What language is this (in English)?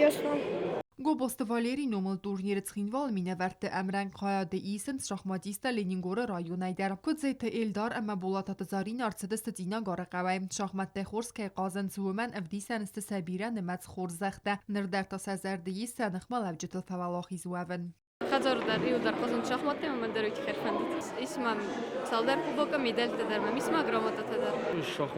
Ossetic